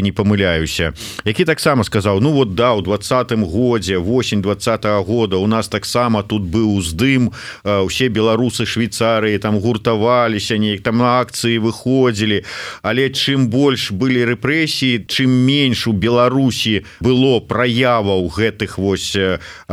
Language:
Belarusian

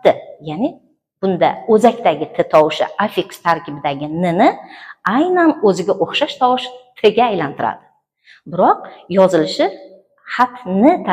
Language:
Uzbek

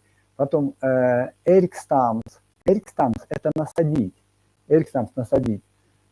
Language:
Erzya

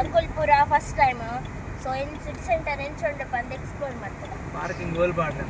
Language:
Tulu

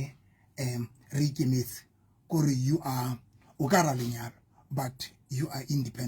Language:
Southern Sotho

